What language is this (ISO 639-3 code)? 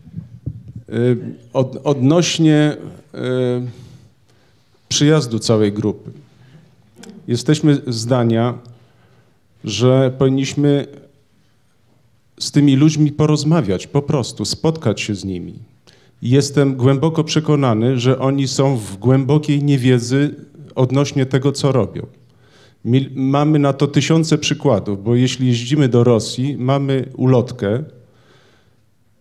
pol